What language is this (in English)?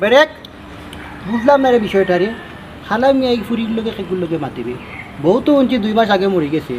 Sylheti